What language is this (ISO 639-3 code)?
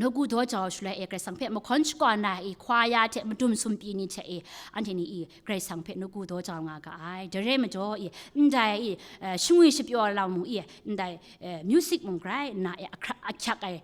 kac